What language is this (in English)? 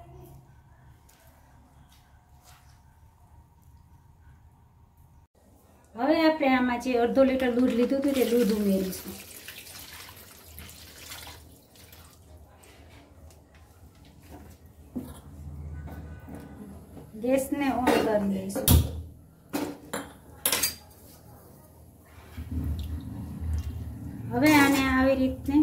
Gujarati